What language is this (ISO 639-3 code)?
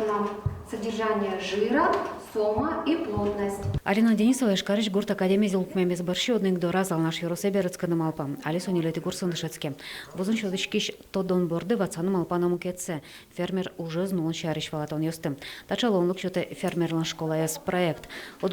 udm